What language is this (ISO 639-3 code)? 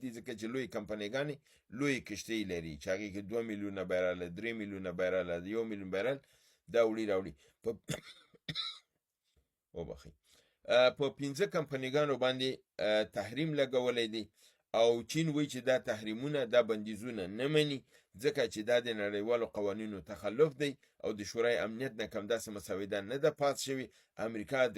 pus